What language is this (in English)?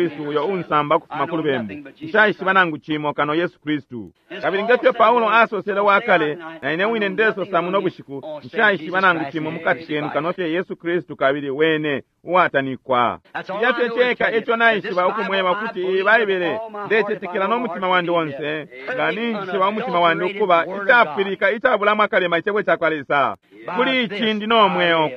Bemba